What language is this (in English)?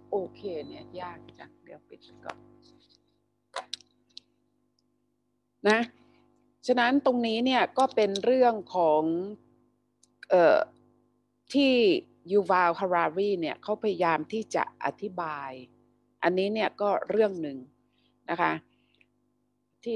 Thai